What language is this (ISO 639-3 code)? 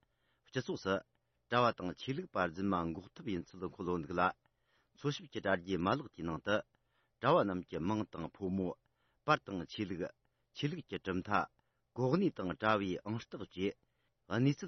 bod